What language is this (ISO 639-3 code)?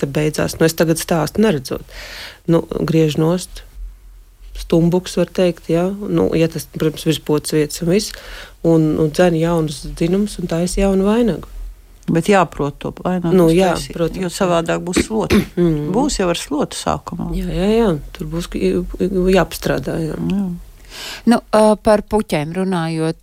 lav